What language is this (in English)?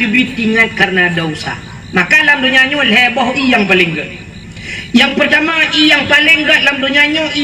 Achinese